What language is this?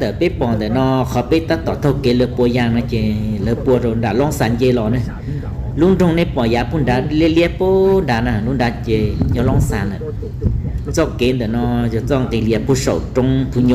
Hmong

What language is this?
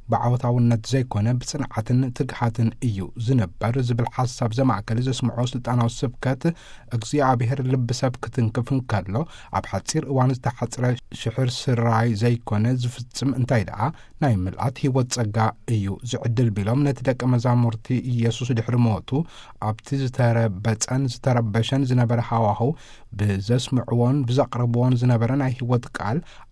Tigrinya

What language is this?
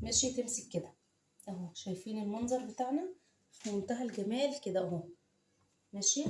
Egyptian Arabic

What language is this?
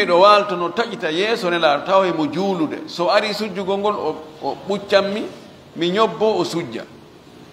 Fula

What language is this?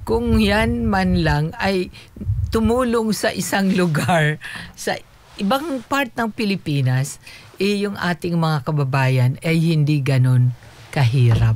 Filipino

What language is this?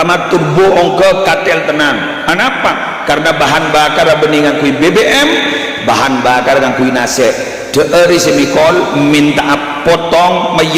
Madurese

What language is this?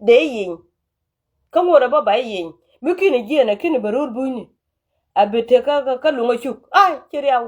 Nuer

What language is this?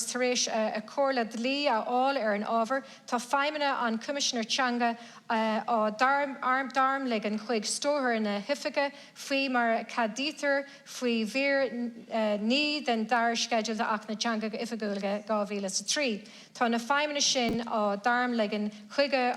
Irish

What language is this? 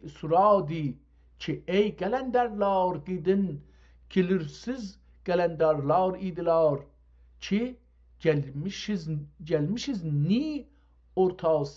South Azerbaijani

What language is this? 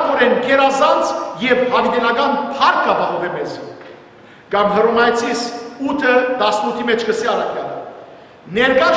Western Armenian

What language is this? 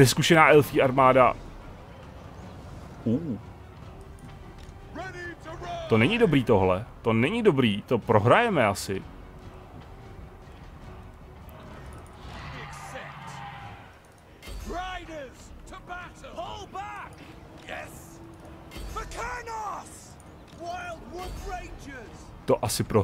Czech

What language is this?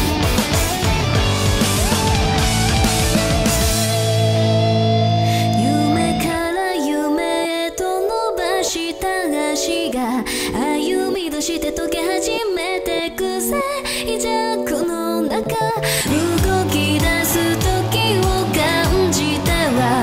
Japanese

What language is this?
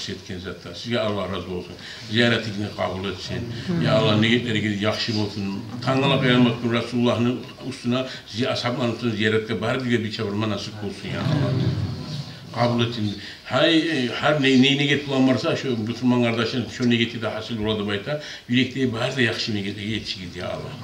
Kumyk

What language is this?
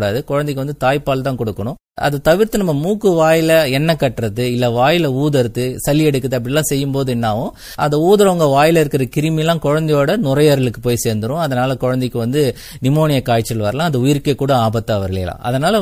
Tamil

